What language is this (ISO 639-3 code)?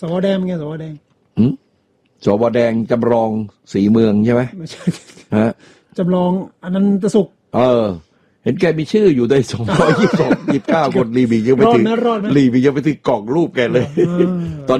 tha